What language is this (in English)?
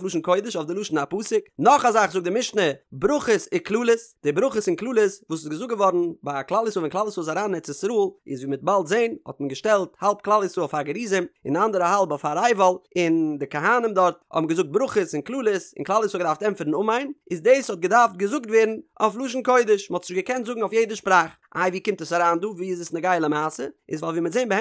Yiddish